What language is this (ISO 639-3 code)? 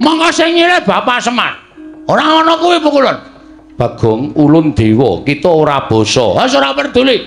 jav